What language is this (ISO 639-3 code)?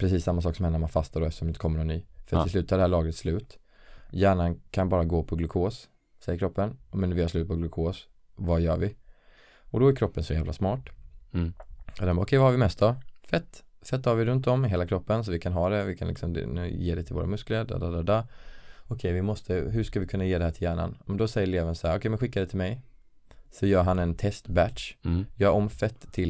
swe